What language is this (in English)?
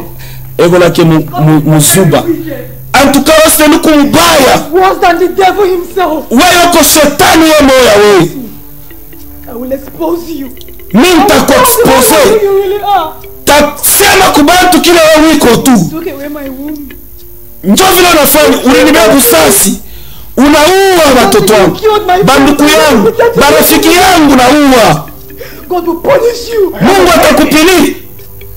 Swahili